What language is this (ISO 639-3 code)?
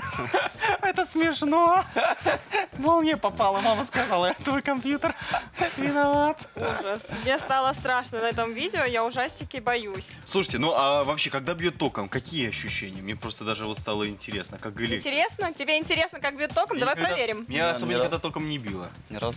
rus